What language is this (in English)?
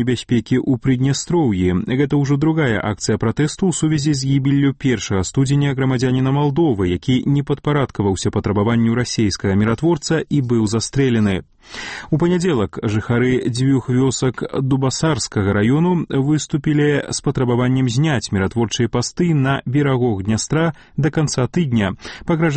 Belarusian